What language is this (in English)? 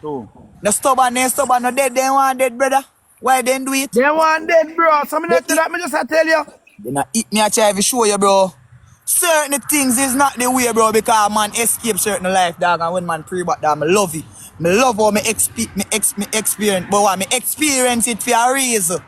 Jamaican Creole English